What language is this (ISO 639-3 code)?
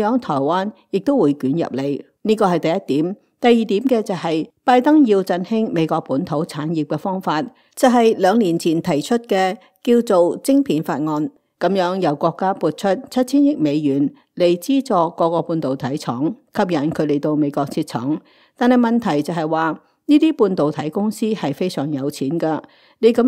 yue